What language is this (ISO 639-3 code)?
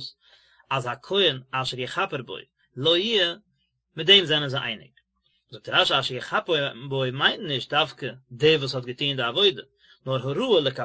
yid